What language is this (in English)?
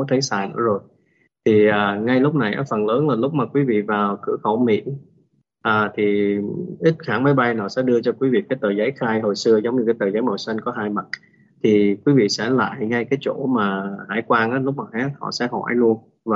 Vietnamese